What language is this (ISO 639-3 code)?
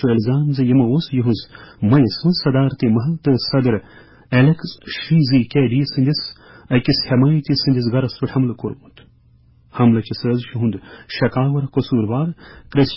kas